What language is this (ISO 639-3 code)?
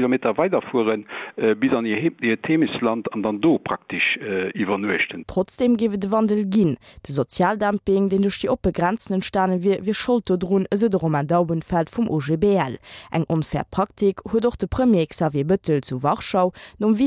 ltz